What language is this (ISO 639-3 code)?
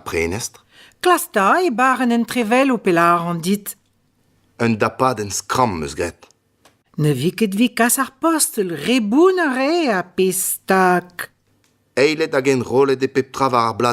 bre